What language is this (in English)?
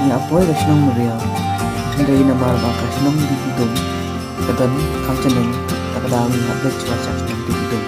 Khasi